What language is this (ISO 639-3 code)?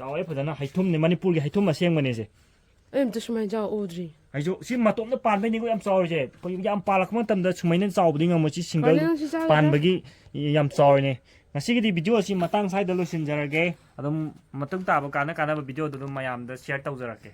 mni